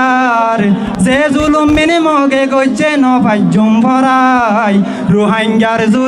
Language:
Rohingya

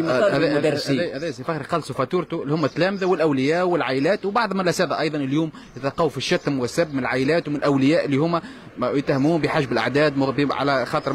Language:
Tunisian Arabic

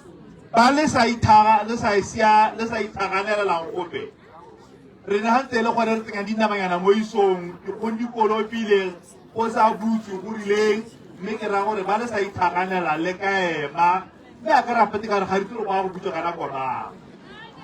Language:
Tswana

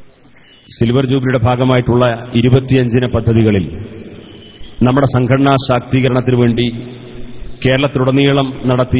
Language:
Malayalam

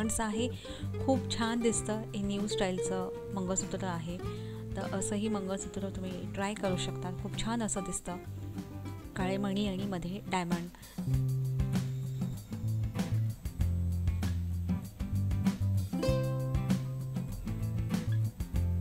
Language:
Marathi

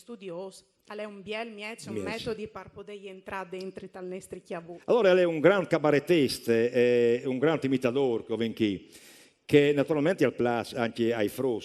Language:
Friulian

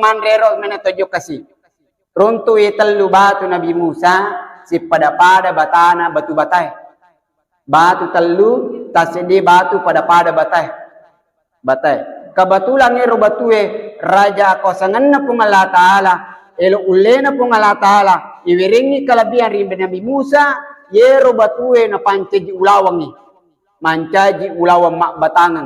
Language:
Buginese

